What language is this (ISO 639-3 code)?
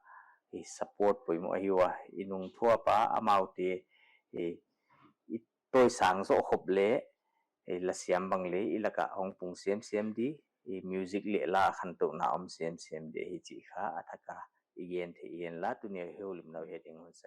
pck